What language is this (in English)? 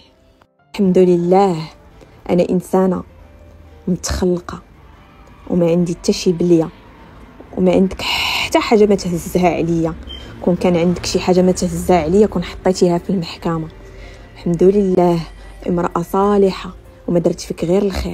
Moroccan Arabic